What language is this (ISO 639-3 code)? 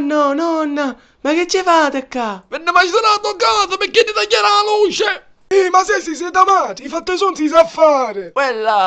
scn